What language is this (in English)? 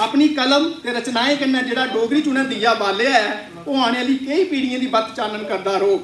Dogri